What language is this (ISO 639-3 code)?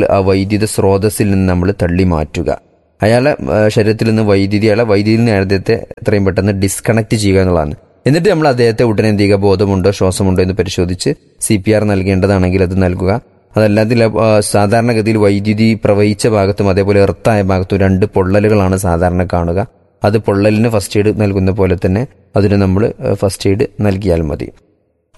mal